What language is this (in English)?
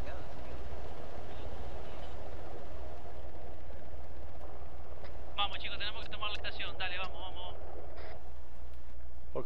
Spanish